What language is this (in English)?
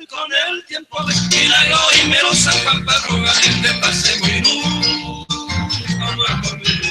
Guarani